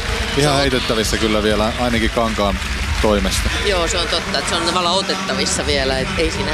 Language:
Finnish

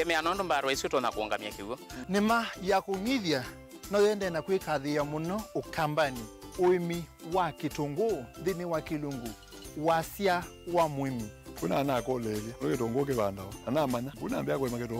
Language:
Kamba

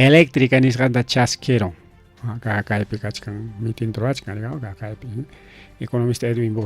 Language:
Ayacucho Quechua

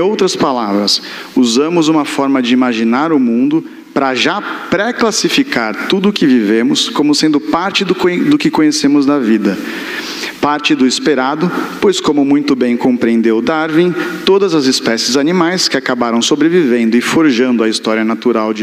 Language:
Portuguese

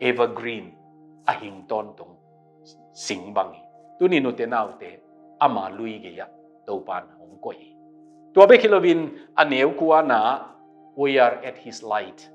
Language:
Tedim Chin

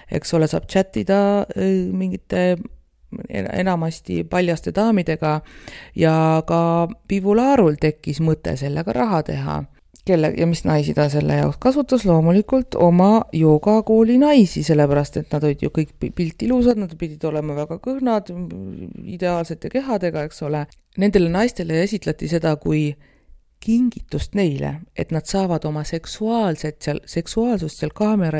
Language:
Estonian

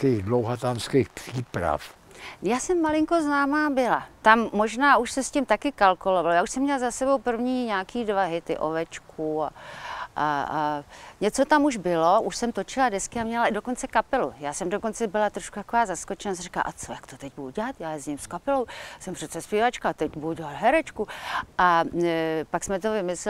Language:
Czech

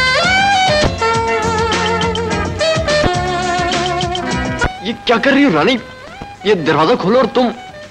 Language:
Hindi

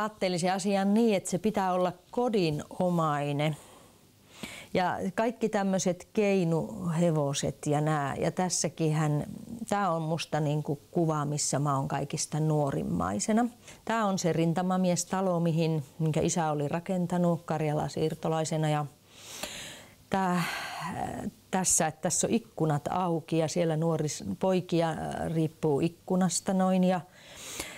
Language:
Finnish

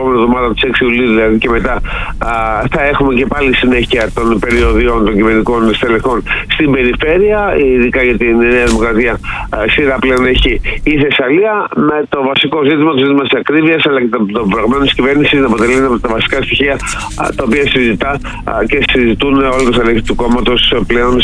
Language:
Greek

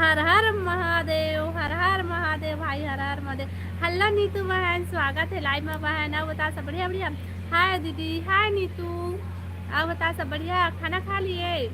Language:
Chhattisgarhi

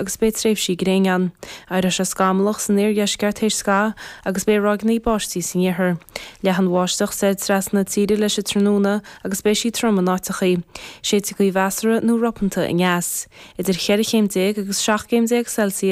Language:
Irish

